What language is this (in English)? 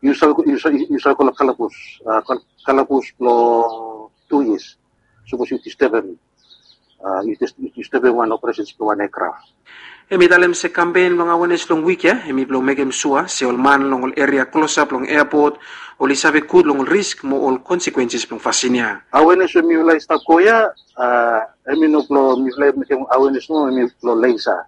Bislama